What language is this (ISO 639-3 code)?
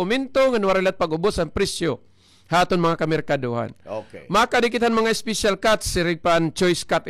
war